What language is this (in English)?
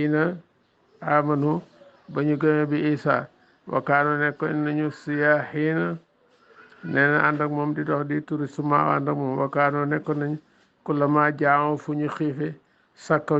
Wolof